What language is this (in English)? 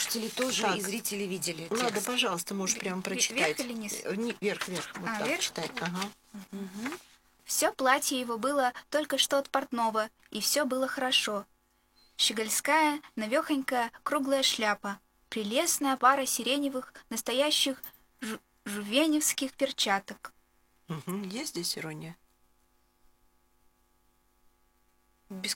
Russian